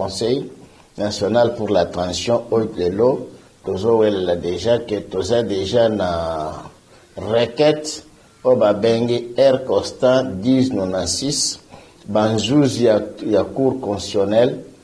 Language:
Lingala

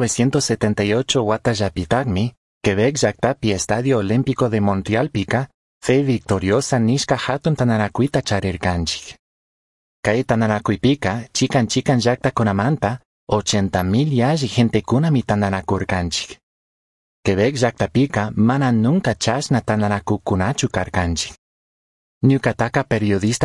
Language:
Chimborazo Highland Quichua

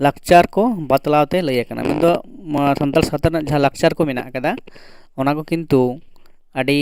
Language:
Santali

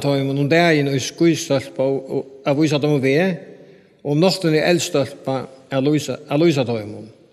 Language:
Faroese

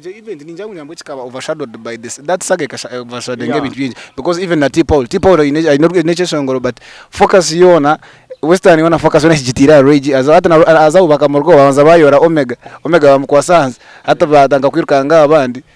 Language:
Nyankole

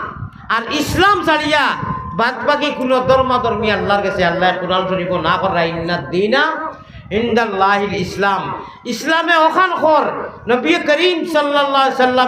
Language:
Sylheti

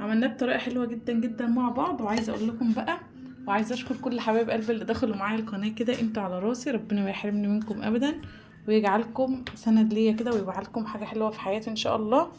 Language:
Egyptian Arabic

